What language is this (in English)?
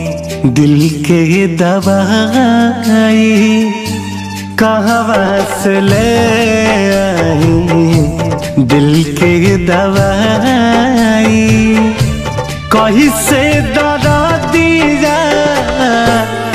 Bhojpuri